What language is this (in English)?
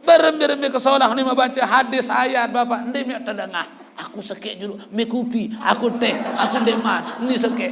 Sasak